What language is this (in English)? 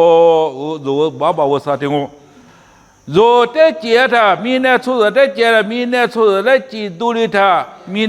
Lisu